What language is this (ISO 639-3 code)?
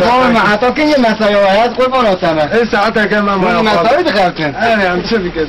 kur